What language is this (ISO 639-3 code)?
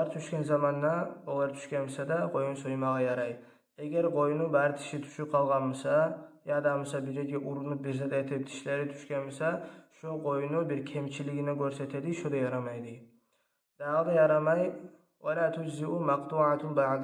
kum